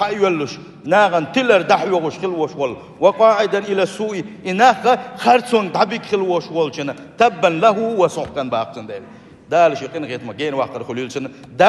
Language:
Chechen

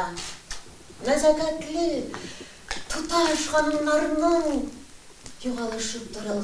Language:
Tatar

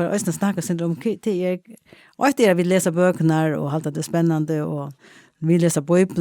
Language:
Faroese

